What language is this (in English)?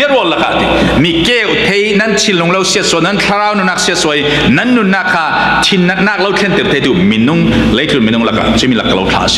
Falam Chin